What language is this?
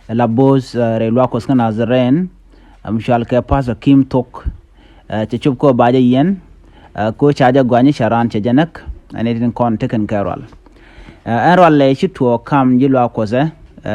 Nuer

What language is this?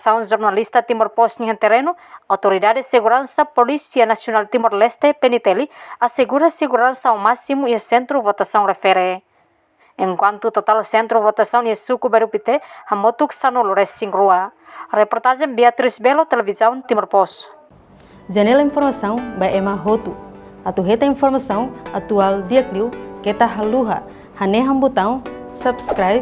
Tetum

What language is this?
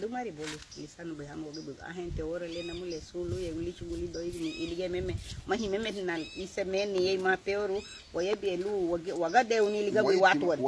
Garifuna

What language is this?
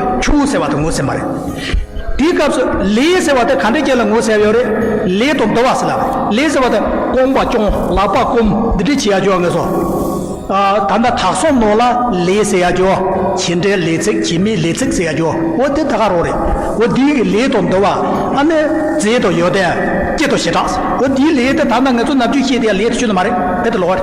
Tibetan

